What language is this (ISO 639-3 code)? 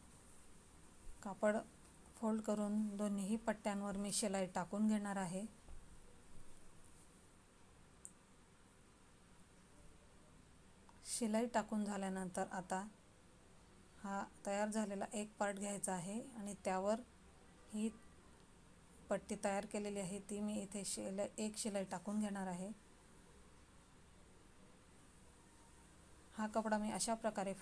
mar